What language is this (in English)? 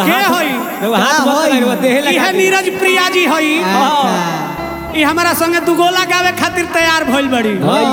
Bhojpuri